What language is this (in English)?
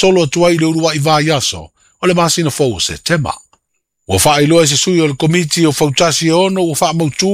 Samoan